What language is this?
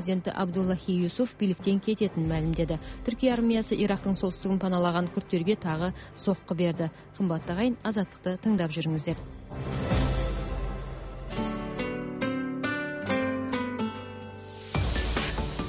Kazakh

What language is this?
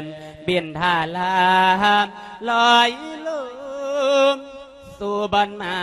Lao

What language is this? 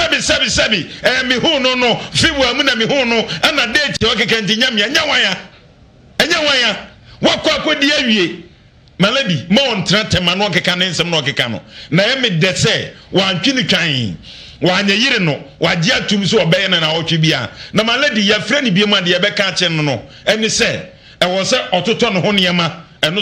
Akan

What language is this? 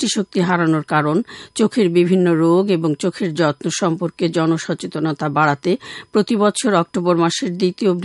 Bangla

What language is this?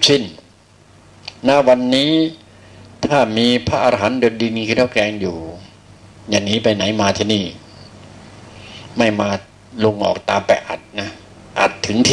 Thai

